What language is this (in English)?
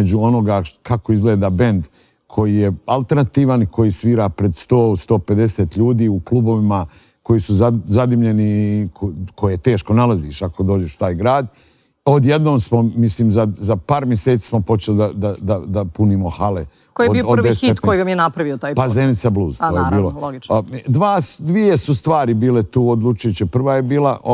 Serbian